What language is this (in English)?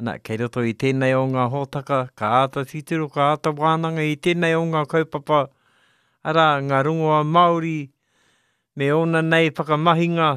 Māori